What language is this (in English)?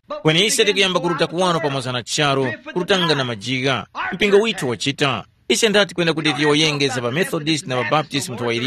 Tumbuka